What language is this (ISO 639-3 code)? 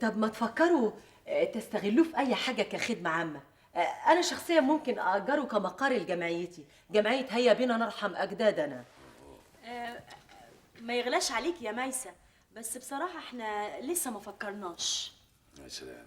arz